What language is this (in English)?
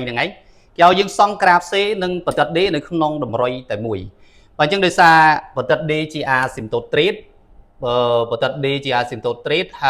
Khmer